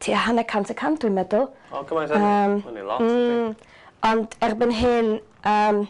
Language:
Welsh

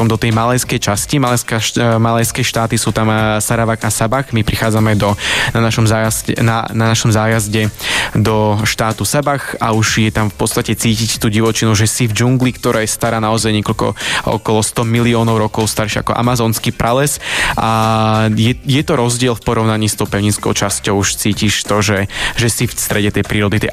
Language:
Slovak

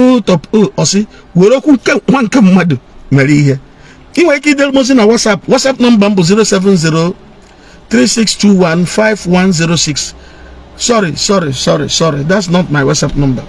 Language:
Igbo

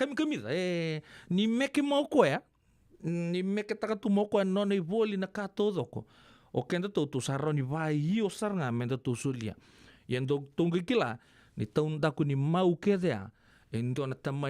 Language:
Fijian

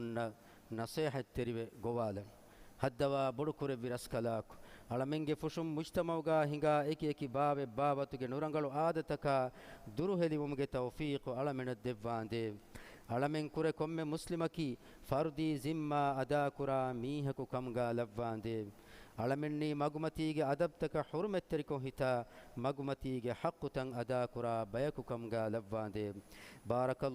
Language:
Divehi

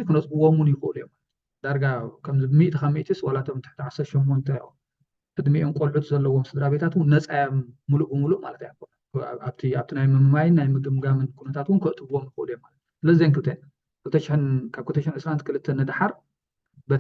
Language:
Tigrinya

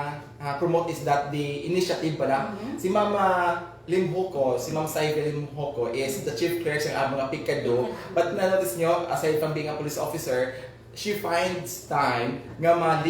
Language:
Hiligaynon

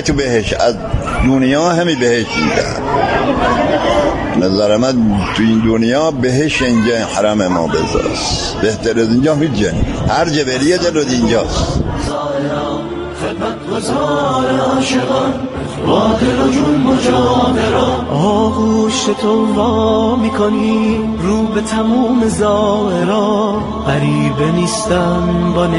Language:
Persian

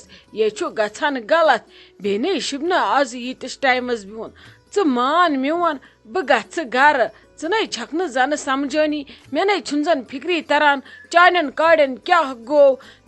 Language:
Kashmiri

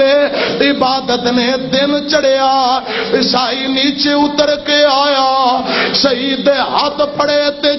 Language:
Western Panjabi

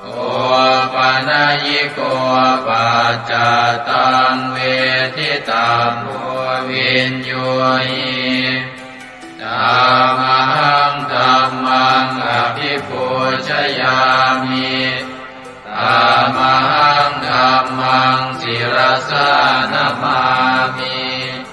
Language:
Pali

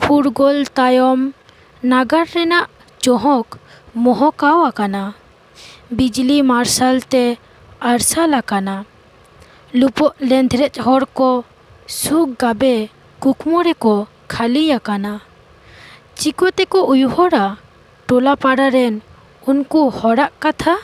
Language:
Santali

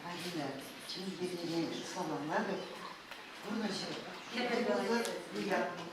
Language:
Chuvash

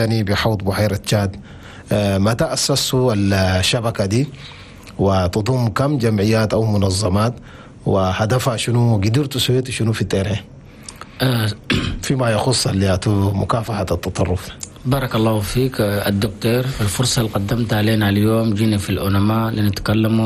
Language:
Chadian Arabic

